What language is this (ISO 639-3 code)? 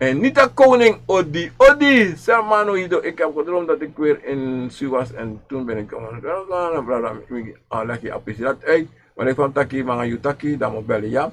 srn